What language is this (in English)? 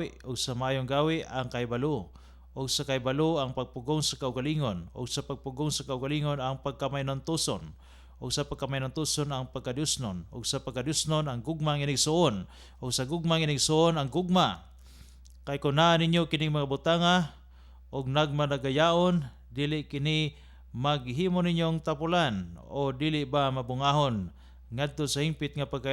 Cebuano